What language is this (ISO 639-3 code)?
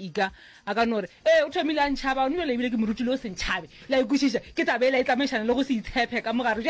nso